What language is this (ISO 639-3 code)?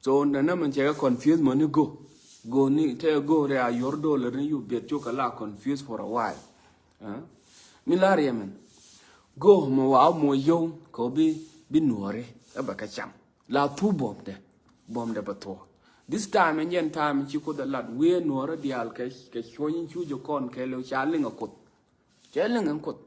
nus